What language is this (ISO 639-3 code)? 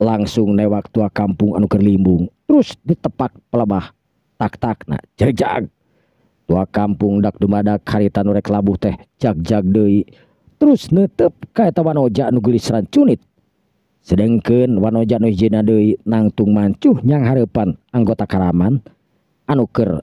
sun